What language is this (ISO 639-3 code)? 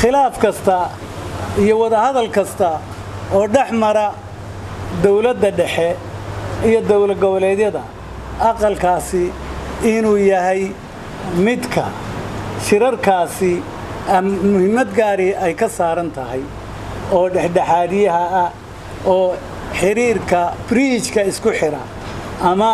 som